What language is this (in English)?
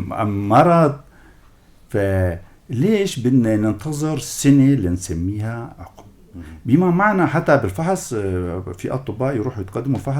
North Levantine Arabic